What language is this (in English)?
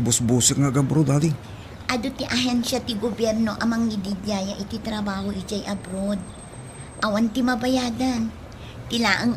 Iloko